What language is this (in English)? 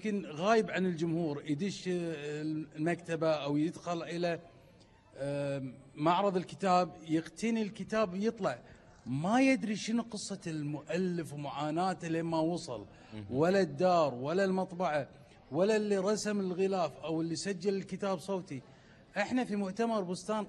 Gulf Arabic